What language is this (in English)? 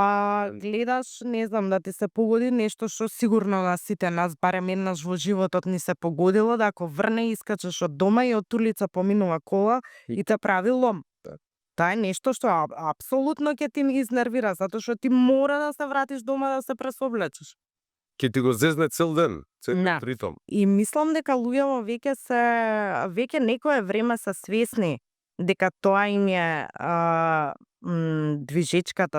Macedonian